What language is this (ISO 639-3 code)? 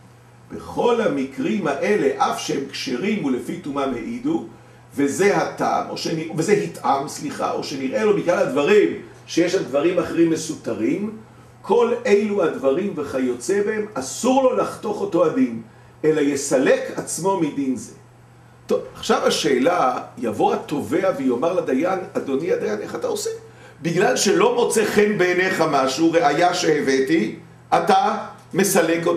heb